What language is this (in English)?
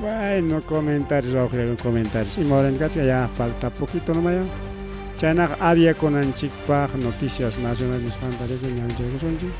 Ayacucho Quechua